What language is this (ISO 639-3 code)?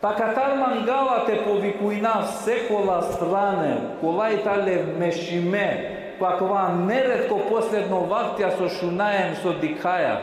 rmn